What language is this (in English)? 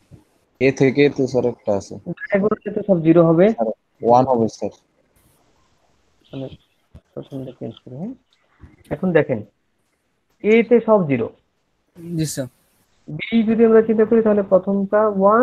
Bangla